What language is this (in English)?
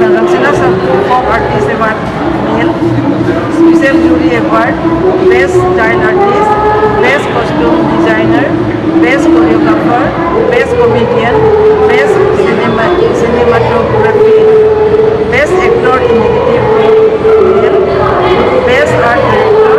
Karbi